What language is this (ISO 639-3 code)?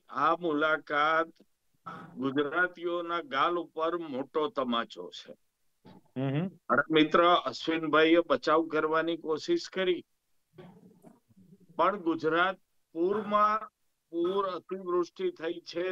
guj